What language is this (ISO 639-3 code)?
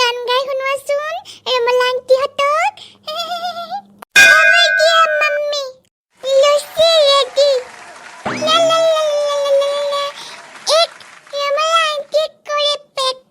asm